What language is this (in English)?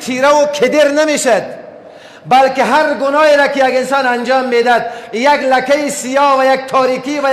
Persian